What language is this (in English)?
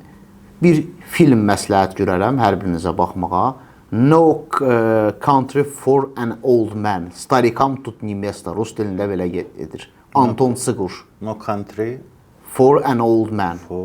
Azerbaijani